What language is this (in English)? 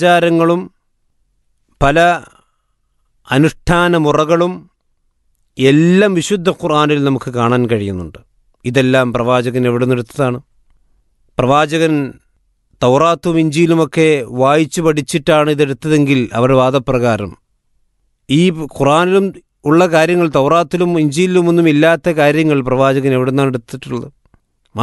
Malayalam